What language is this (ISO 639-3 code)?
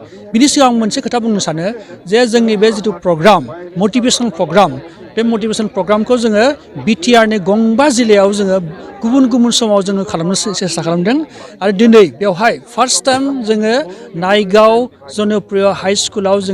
brx